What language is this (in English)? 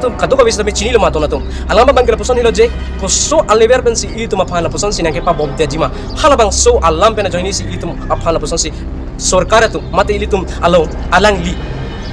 Karbi